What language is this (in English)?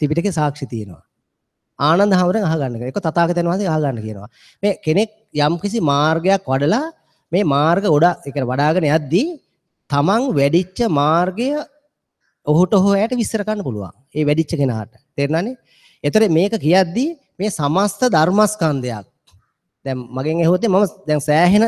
Sinhala